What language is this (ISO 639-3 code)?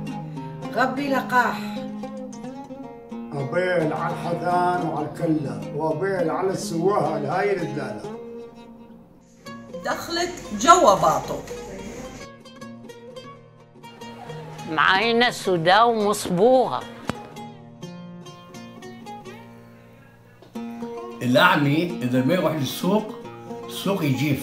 heb